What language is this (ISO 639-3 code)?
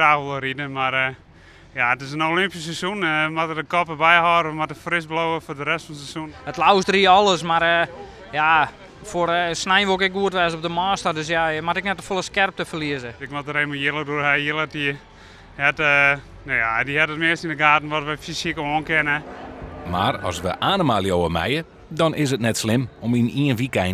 fry